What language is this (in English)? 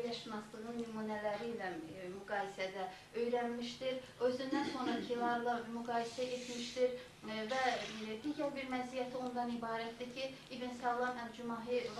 Azerbaijani